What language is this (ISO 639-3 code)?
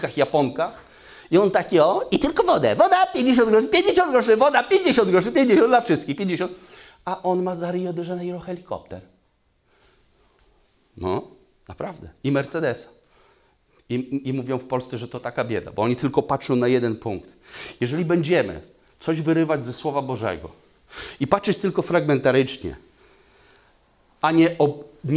pol